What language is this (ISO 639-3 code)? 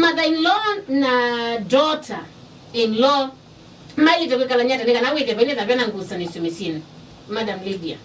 kam